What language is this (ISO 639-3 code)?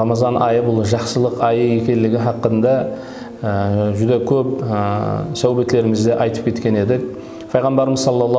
kaa